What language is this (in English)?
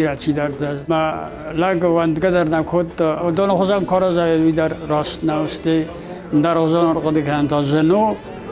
Ossetic